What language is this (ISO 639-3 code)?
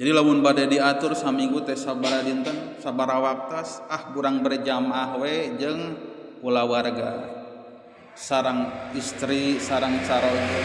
sun